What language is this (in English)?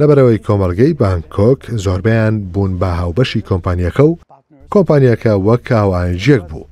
Central Kurdish